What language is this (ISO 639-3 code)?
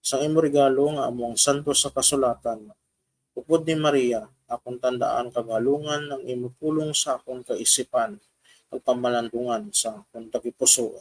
hil